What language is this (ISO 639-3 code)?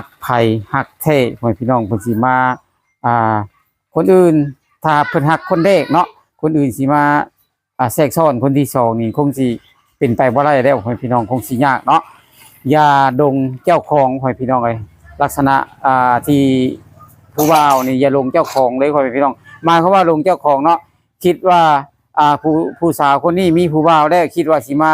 lao